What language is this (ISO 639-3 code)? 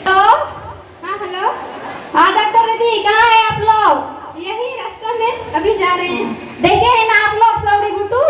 sat